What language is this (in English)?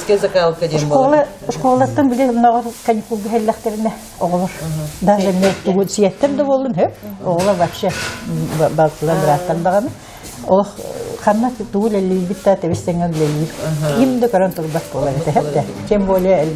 Yakut